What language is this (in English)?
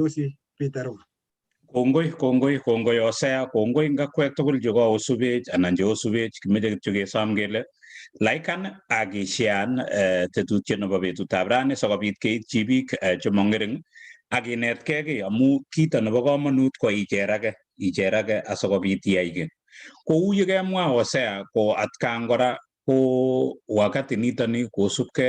Kalenjin